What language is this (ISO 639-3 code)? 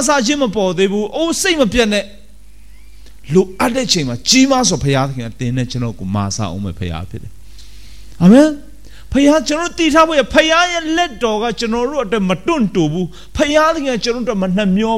mya